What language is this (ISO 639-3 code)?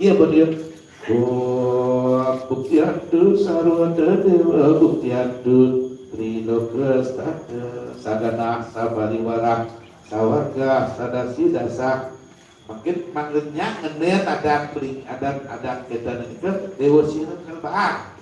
ban